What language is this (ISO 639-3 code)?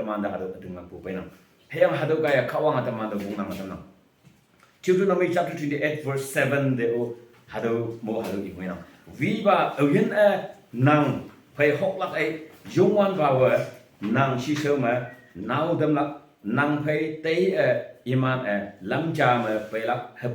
nbe